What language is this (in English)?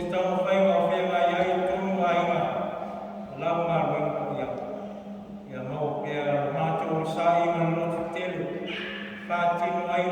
Samoan